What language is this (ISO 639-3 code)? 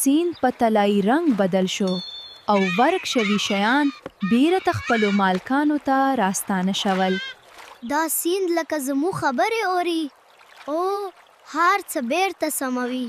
pus